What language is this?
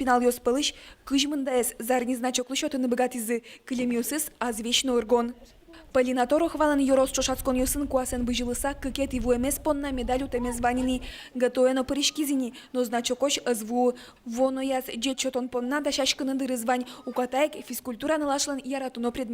Udmurt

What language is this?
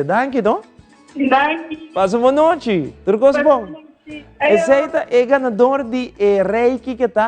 Papiamento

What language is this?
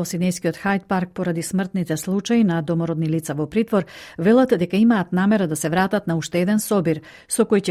Macedonian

